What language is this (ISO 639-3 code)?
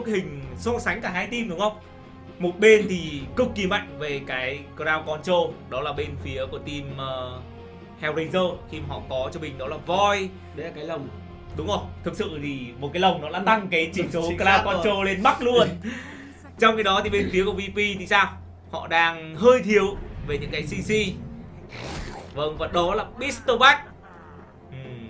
vie